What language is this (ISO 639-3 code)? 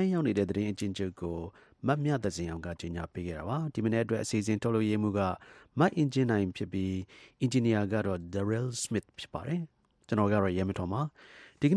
mya